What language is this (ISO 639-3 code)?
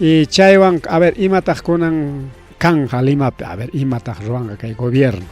quy